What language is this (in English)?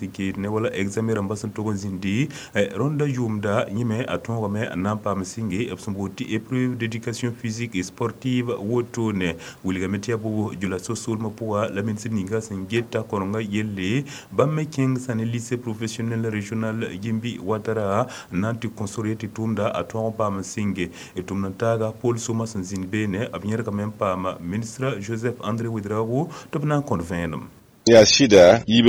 Mossi